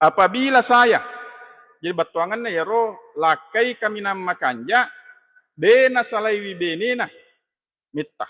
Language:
Buginese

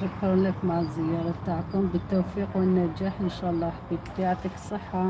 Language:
Algerian Arabic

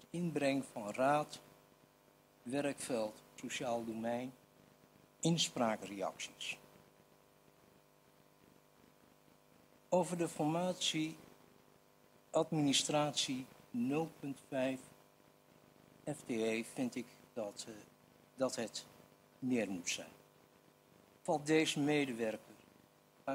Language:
Dutch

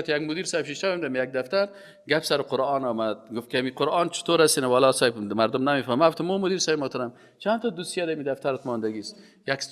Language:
Persian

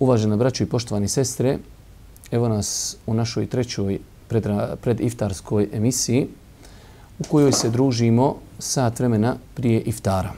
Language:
Bosnian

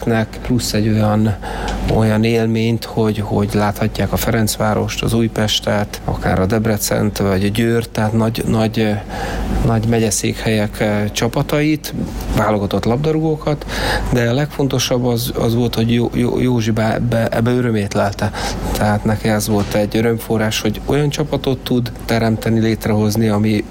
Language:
Hungarian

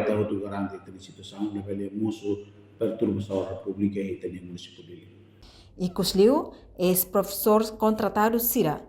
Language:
Tetum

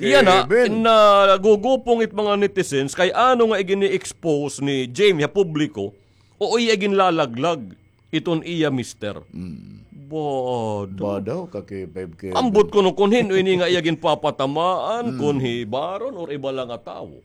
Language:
Waray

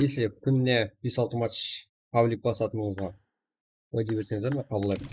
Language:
Kara-Kalpak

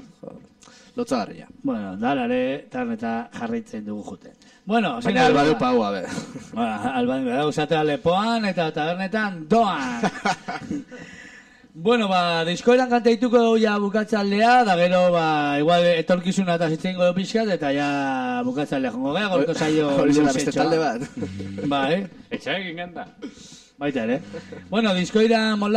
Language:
Basque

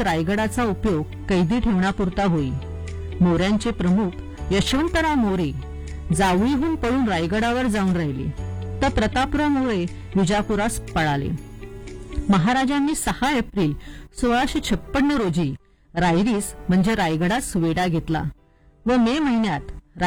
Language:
Marathi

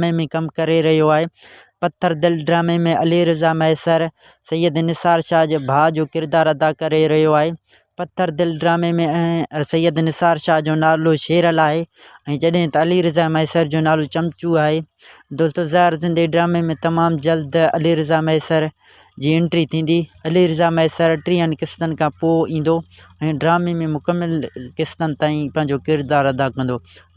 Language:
Sindhi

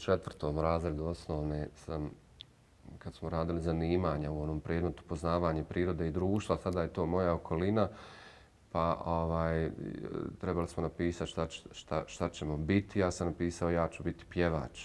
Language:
Bosnian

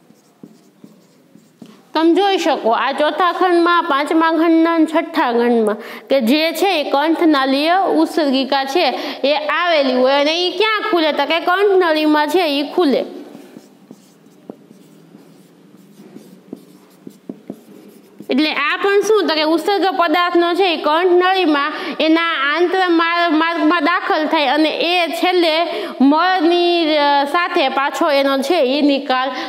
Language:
Gujarati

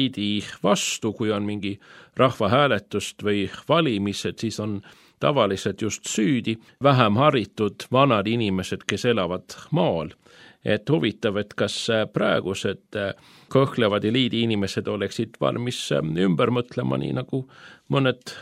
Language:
Estonian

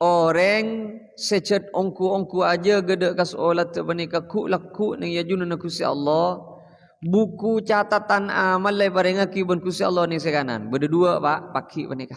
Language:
Madurese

